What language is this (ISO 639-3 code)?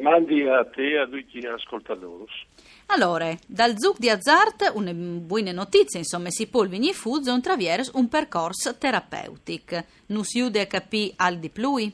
fur